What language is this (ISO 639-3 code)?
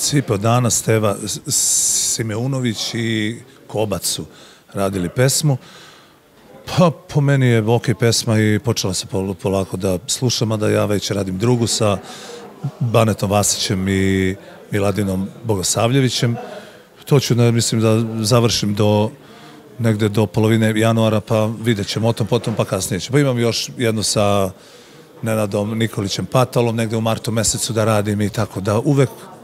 srp